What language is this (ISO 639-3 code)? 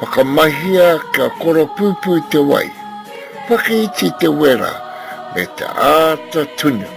mri